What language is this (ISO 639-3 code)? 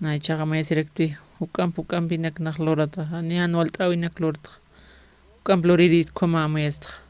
aym